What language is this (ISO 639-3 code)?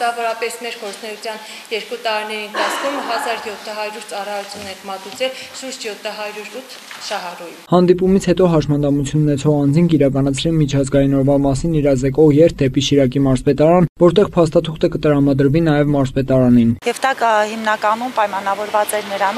hye